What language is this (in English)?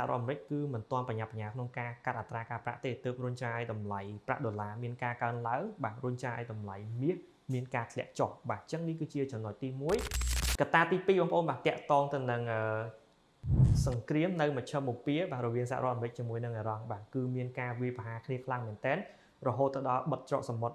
Khmer